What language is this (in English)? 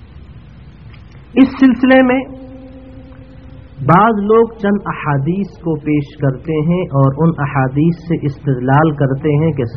Urdu